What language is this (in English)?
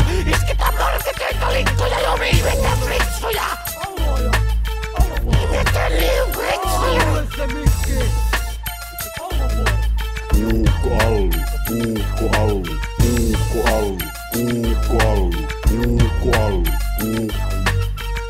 Finnish